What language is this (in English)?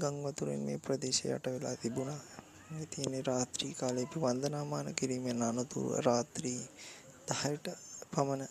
Sinhala